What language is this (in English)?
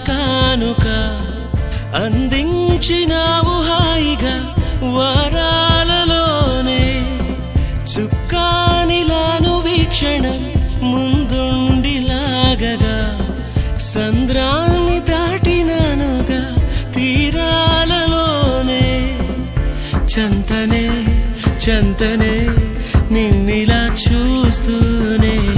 Telugu